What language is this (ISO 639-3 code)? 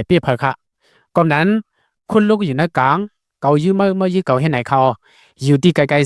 lao